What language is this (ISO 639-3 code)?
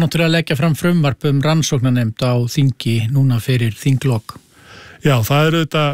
isl